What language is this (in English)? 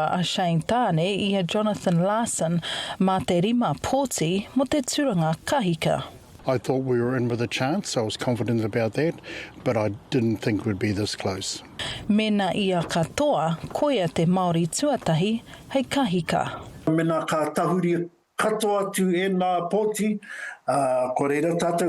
Māori